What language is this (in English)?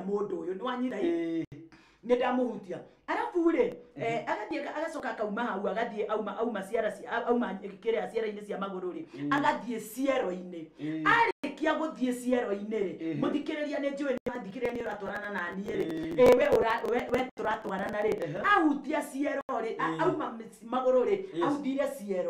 Kikuyu